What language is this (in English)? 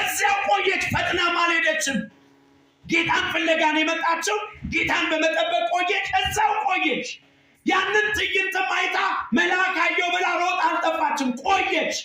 Amharic